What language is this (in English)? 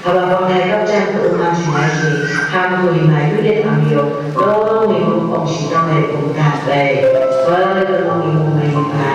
Phom Naga